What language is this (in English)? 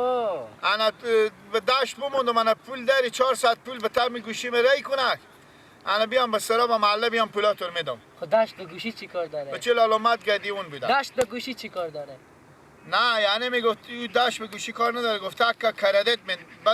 Persian